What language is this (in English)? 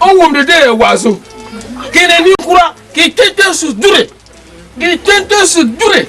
Dagbani